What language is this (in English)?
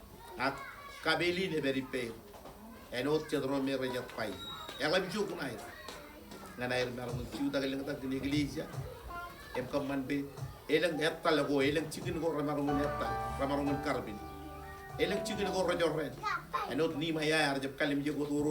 Marshallese